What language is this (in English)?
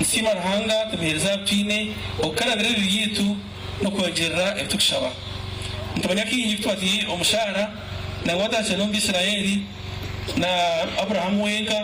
Nyankole